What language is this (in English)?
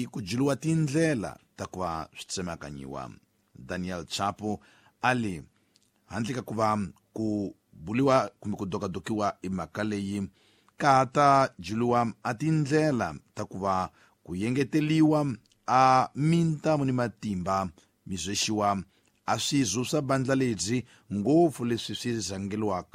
Tsonga